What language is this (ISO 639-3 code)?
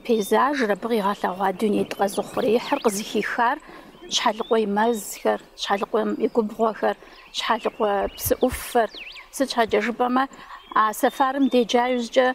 kbd